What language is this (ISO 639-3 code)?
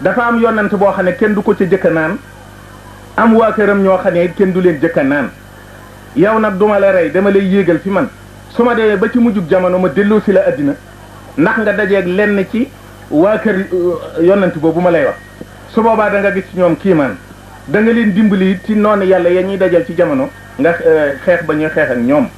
wol